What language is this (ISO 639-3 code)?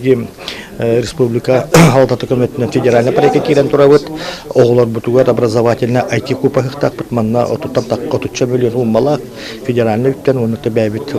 sah